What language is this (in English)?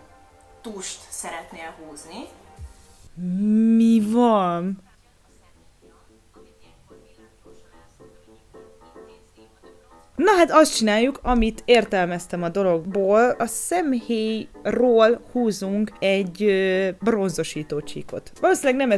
Hungarian